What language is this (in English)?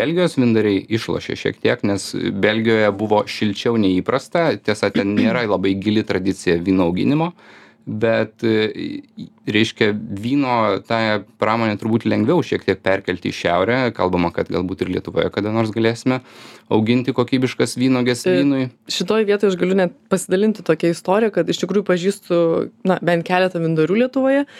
Lithuanian